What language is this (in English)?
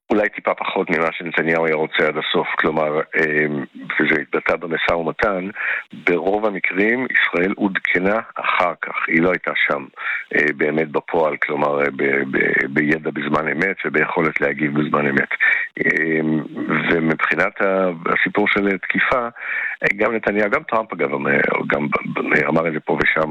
Hebrew